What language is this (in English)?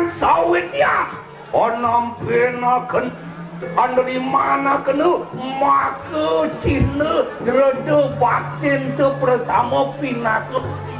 Balinese